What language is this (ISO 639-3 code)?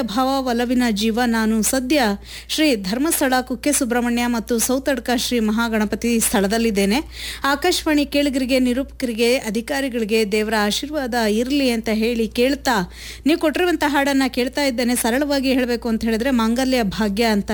kan